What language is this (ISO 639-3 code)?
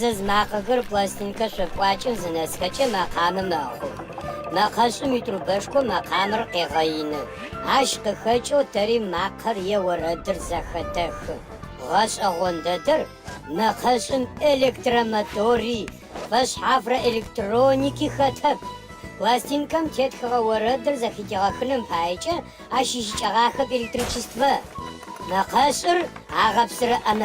ady